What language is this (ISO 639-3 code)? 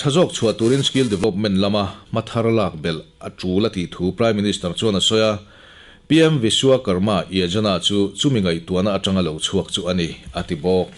lus